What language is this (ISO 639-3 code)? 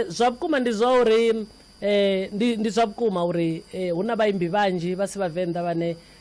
ven